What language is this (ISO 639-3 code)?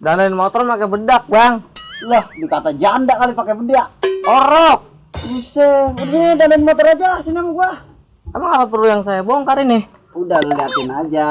bew